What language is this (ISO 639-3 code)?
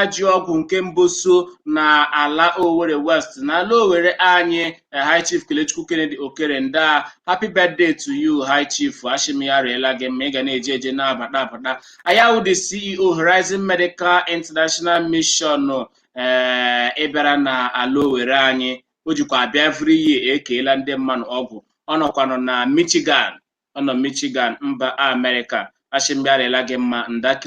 ibo